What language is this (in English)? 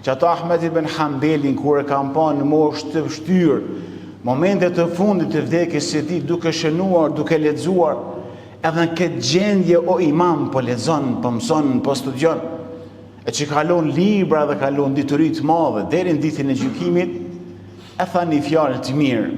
Albanian